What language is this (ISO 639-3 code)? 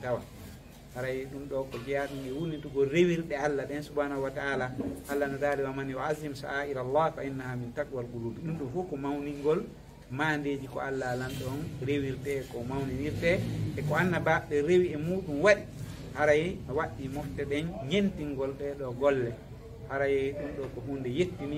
ful